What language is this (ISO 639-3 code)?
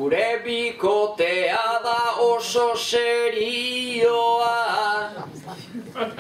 eus